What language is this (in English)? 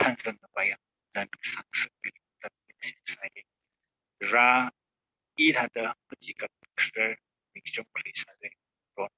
Tangkhul Naga (India)